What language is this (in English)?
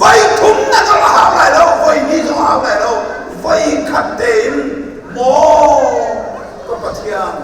Hakha Chin